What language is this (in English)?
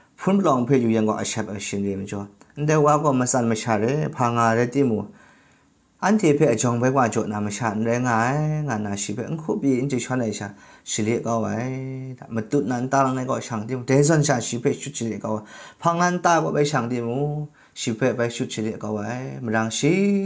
Kachin